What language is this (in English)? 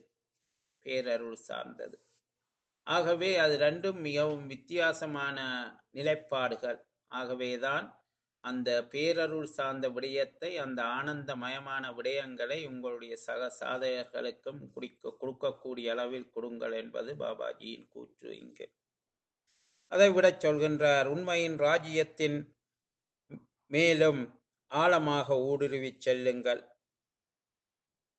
Tamil